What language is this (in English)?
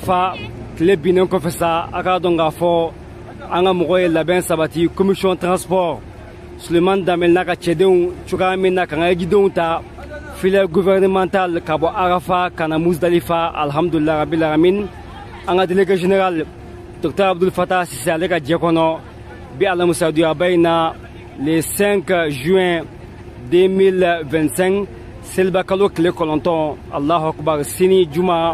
Bambara